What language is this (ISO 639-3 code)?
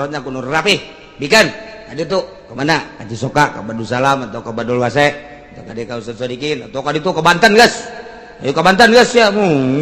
sun